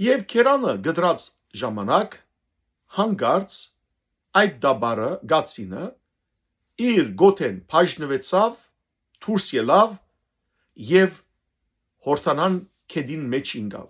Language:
Western Armenian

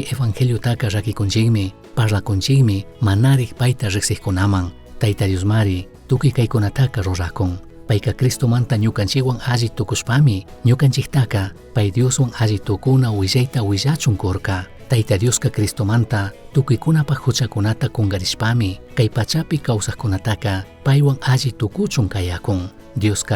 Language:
Chimborazo Highland Quichua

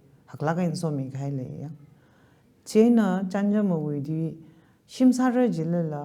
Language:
Tangkhul Naga (India)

